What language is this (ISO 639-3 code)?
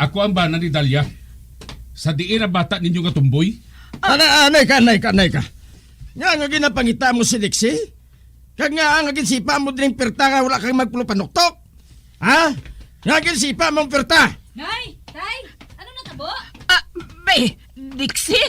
hil